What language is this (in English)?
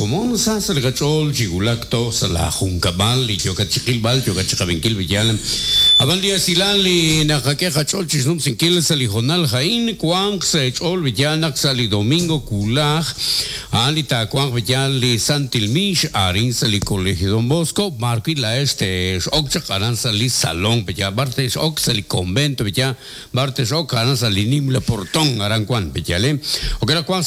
Kekchí